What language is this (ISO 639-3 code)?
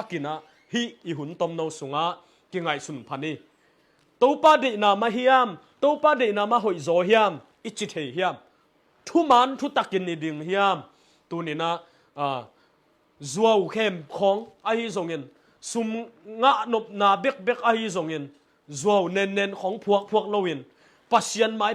ctd